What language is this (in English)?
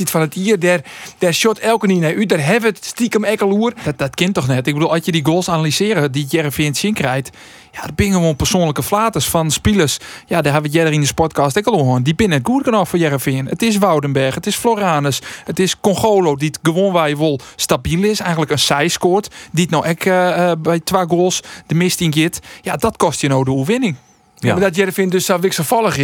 Western Frisian